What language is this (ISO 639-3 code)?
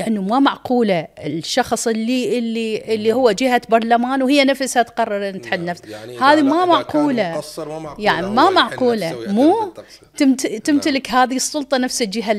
acm